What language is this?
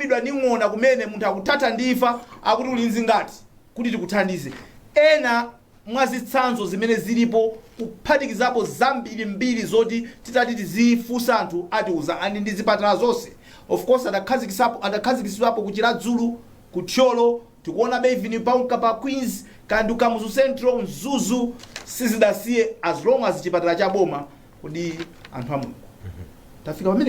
Nyanja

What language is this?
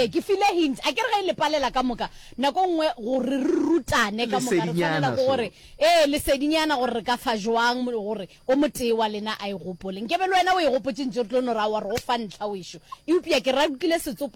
Northern Sotho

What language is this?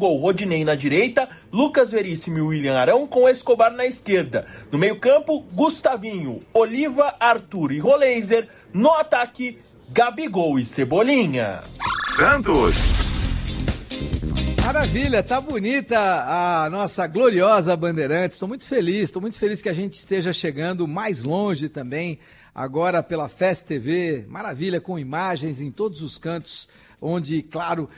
Portuguese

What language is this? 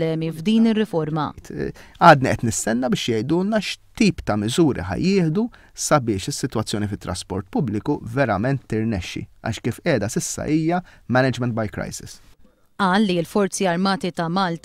Maltese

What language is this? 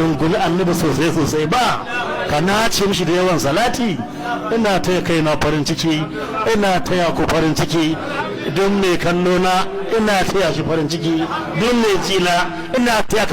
Hausa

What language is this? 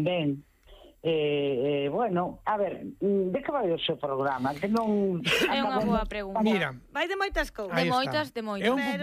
Galician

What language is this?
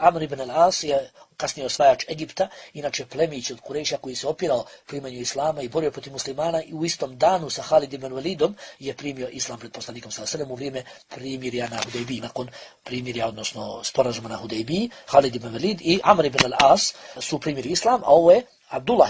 Bosnian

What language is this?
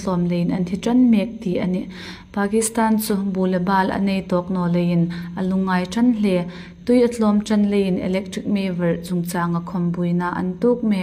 Hmar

